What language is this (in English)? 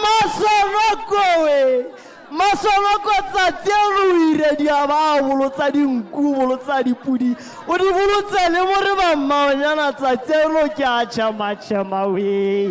Tswana